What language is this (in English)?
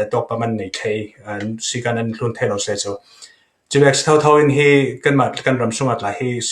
Falam Chin